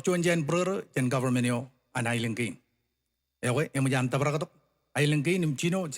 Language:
Marshallese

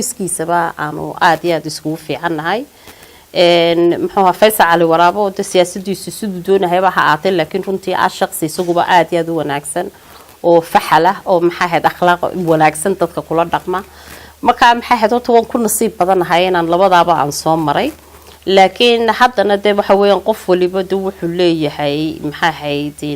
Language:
Somali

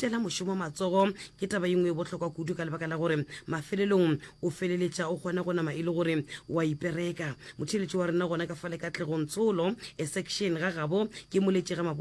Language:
Northern Sotho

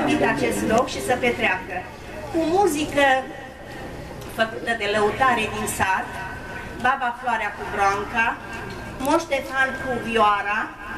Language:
Romanian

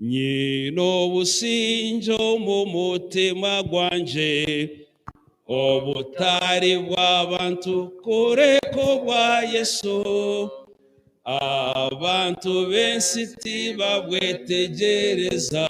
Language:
Nyankole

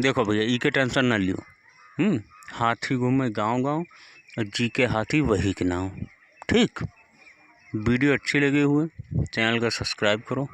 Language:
Awadhi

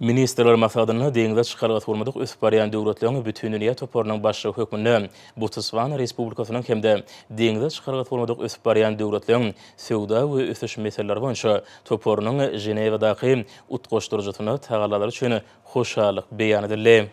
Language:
Turkmen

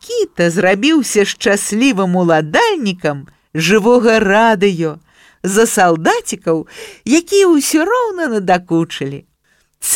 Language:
Belarusian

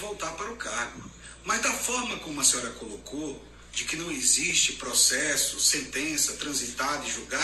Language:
Portuguese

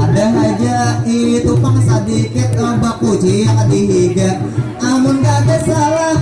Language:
Banjar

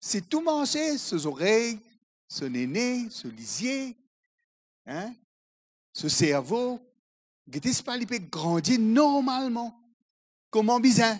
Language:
Morisyen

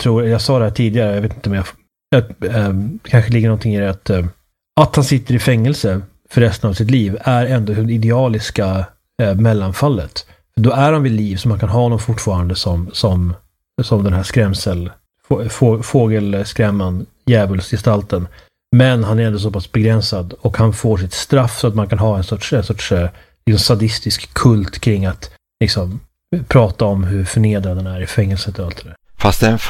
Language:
Swedish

